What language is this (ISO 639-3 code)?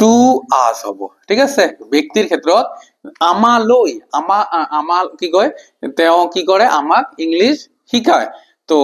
asm